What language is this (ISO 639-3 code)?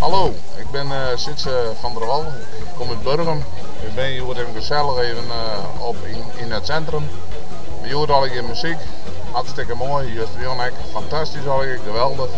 fry